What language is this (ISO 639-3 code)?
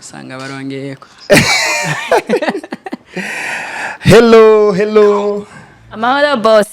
run